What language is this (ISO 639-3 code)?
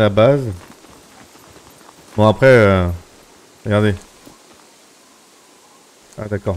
fra